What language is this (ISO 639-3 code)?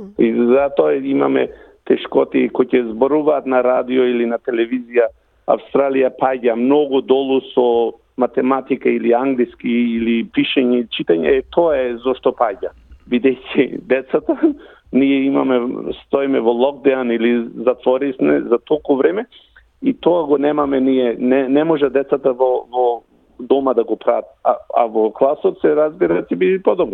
mkd